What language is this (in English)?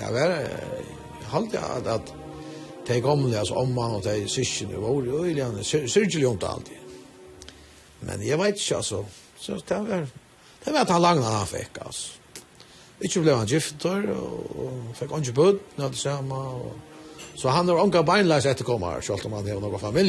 Faroese